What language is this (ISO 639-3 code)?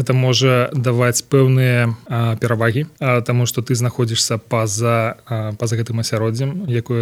bel